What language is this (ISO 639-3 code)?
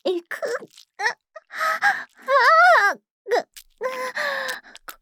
jpn